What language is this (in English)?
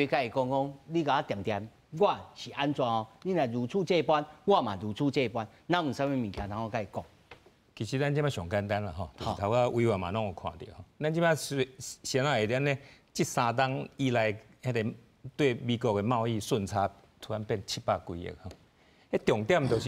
Min Nan Chinese